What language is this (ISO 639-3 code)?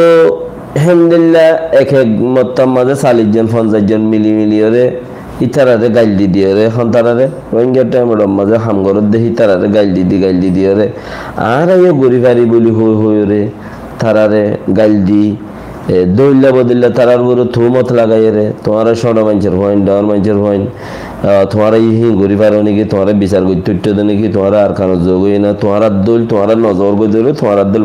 rhg